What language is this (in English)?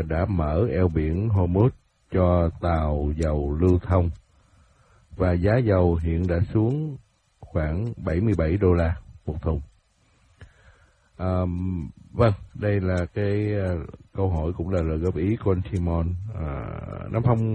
Vietnamese